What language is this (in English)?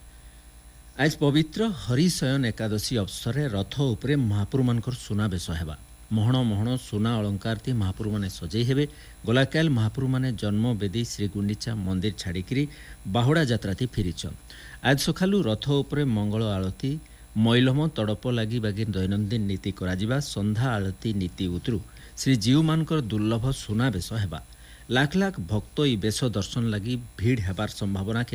Odia